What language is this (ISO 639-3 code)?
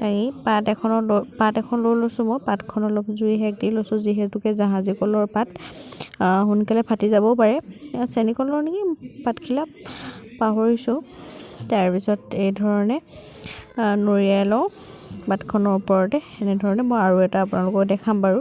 asm